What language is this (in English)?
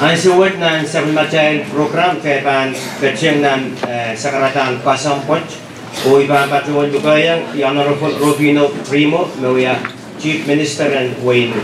Pohnpeian